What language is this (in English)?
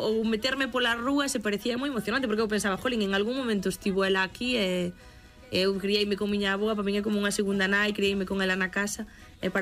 Galician